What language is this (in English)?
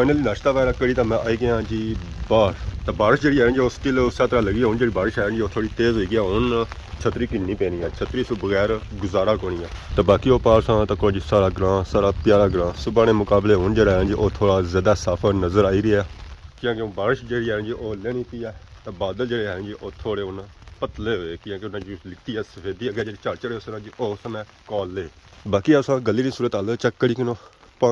Pahari-Potwari